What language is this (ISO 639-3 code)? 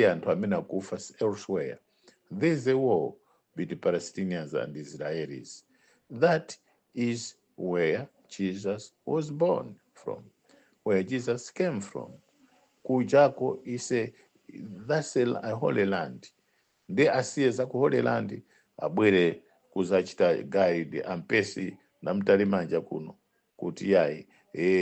nya